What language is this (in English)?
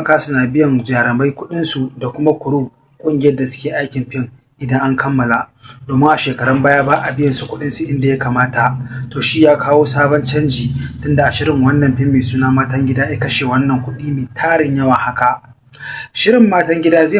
Hausa